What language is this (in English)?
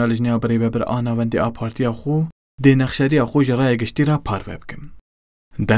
Kurdish